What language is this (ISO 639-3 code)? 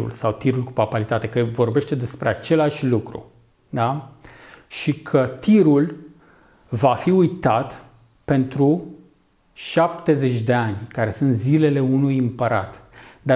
ron